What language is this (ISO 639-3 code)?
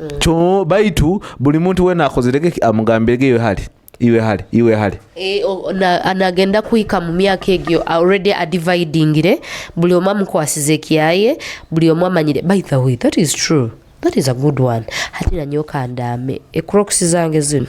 nyo